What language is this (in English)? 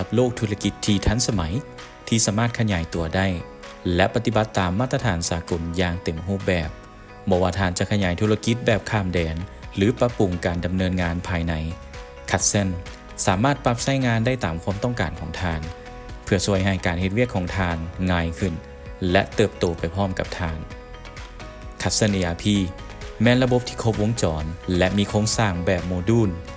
Lao